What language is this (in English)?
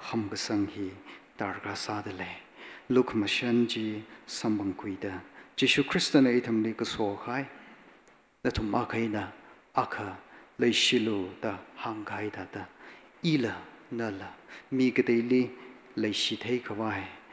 Tangkhul Naga (India)